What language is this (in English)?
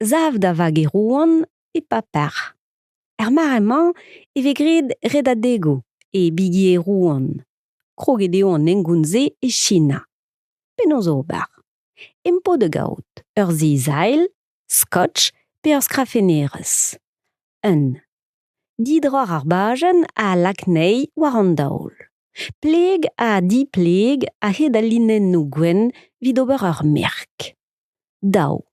Breton